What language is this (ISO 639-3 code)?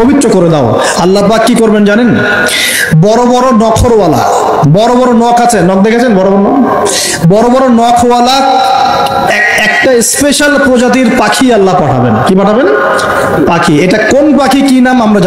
ben